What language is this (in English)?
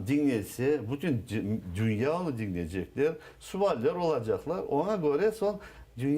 Crimean Tatar